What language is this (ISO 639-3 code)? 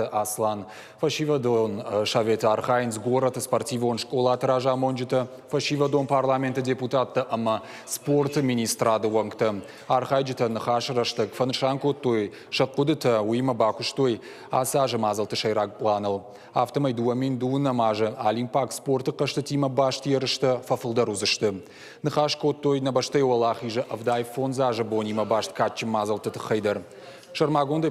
oss